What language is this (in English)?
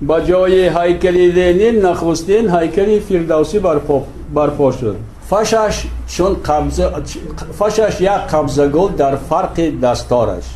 Tajik